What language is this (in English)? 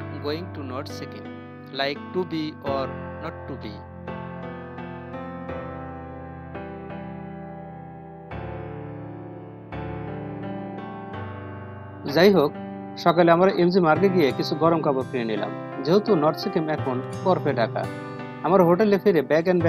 Bangla